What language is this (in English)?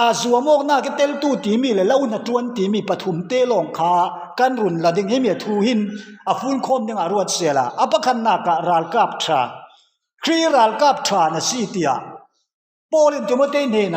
Falam Chin